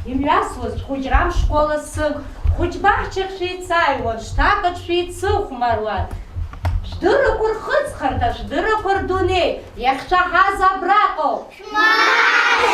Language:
Abkhazian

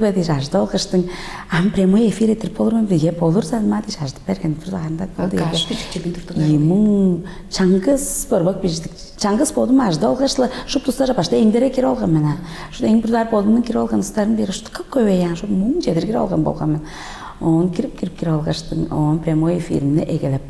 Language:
Tuvinian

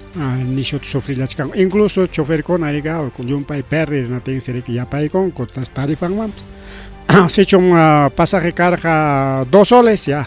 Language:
Ayacucho Quechua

